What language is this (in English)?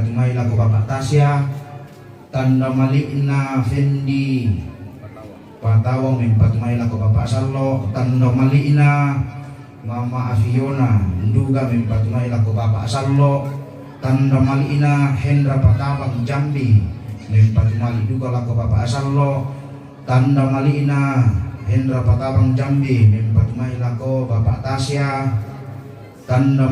Toraja-Sa'dan